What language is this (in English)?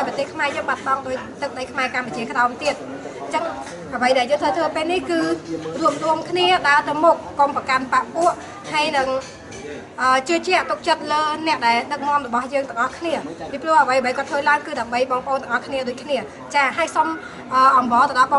Khmer